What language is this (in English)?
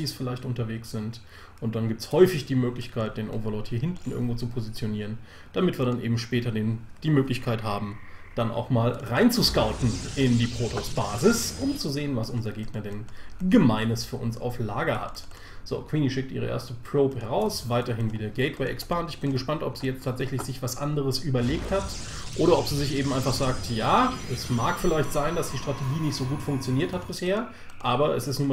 German